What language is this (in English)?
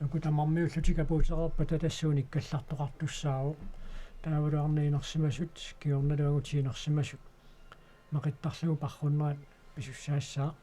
Kalaallisut